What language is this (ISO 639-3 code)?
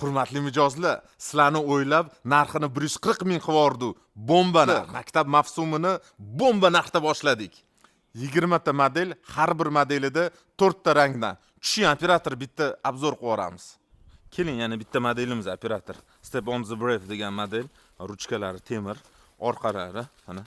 uzb